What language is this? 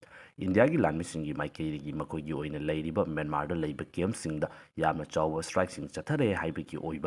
Manipuri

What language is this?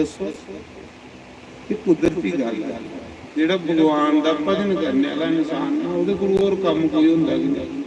Dogri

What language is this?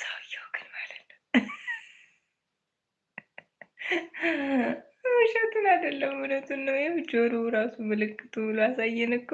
Amharic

